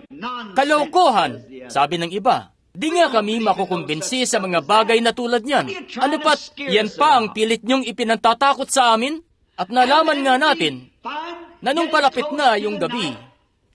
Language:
Filipino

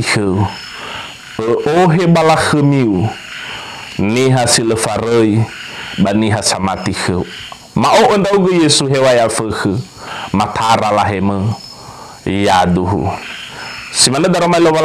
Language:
Nias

